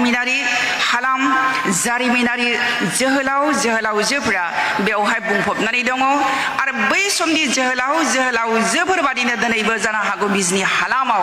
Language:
Bodo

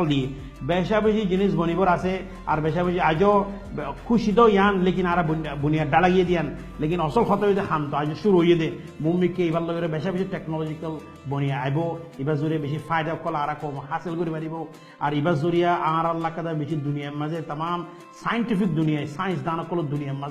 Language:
Rohingya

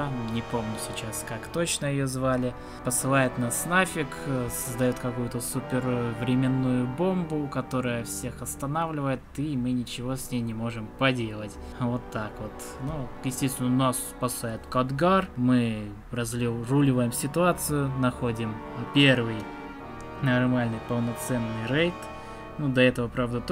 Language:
Russian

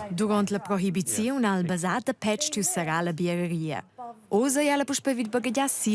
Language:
Romansh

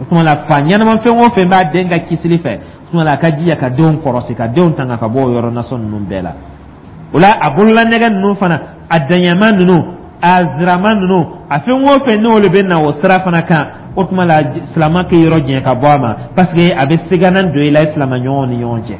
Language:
Dyula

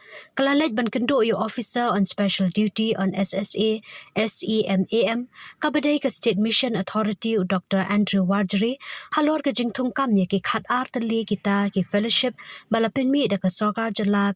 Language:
Khasi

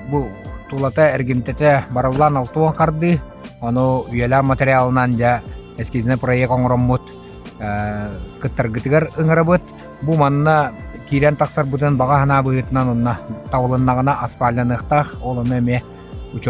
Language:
Yakut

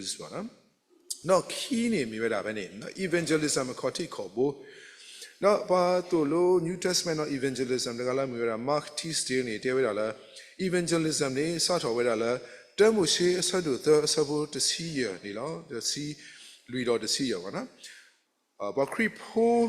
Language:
S'gaw Karen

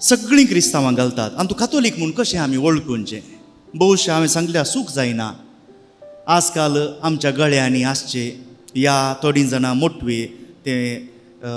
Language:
Konkani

